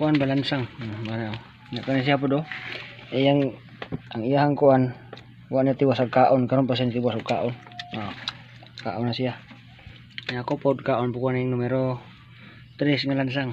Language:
Cebuano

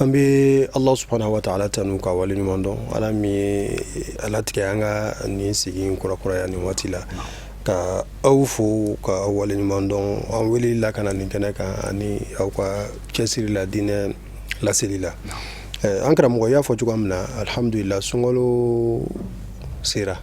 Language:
Bambara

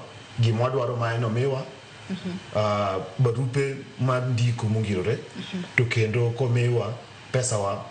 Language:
Luo (Kenya and Tanzania)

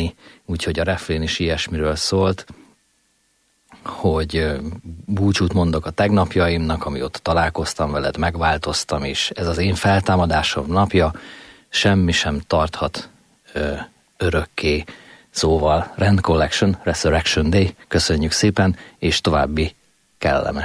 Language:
Hungarian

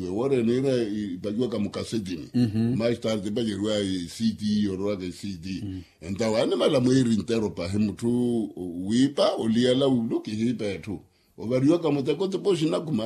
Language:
Makhuwa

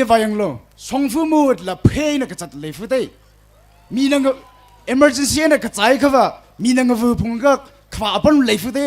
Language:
Tangkhul Naga (India)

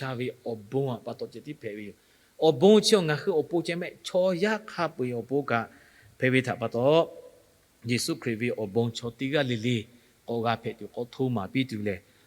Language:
Lahu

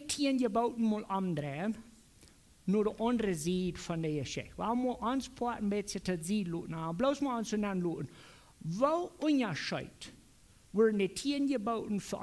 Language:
Plautdietsch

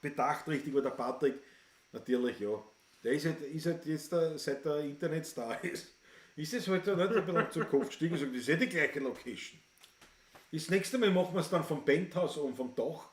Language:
Bavarian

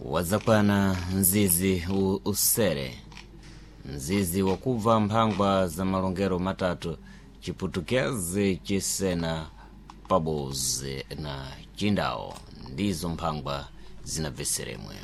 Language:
Sena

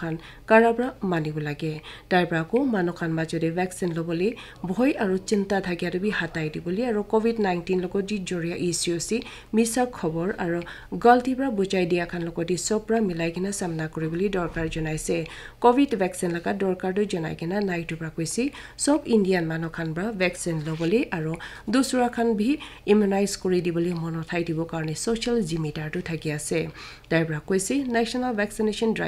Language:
Naga Pidgin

